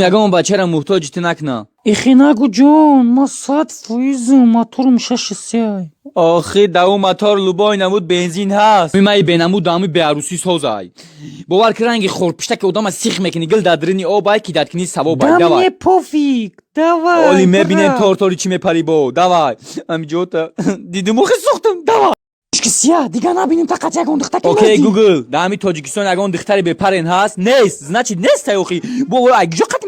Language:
Tajik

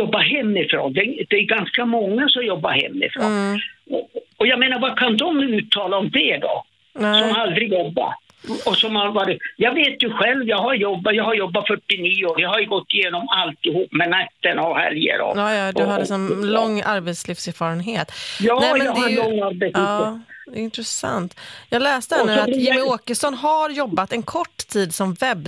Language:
Swedish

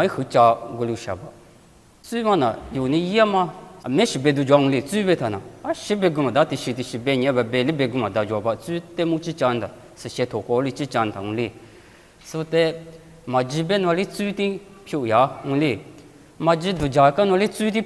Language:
Lisu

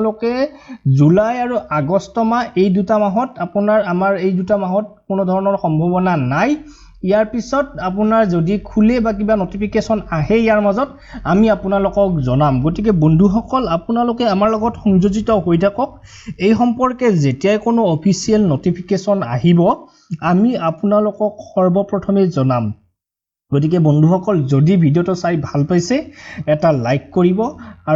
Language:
Assamese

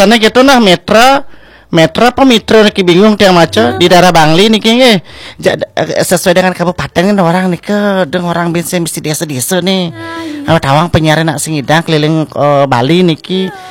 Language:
Balinese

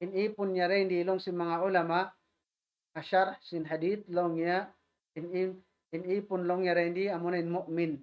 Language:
Tausug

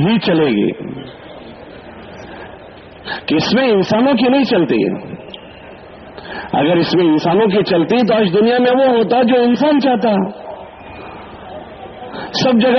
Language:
Urdu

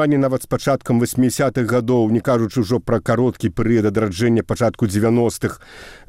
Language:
Belarusian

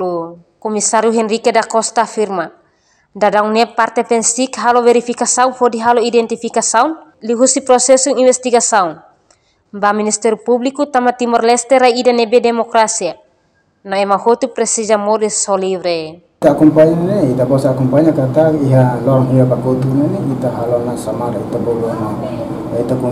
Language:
Tetum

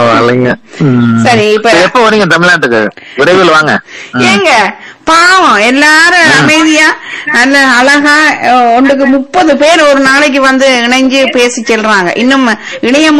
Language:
Tamil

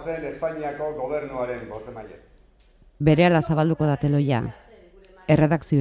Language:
Basque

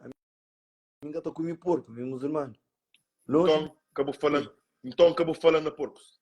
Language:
Kabuverdianu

